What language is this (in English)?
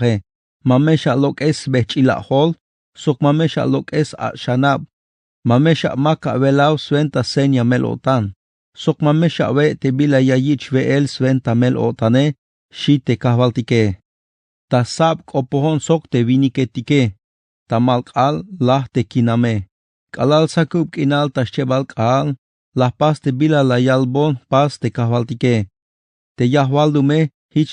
Tzeltal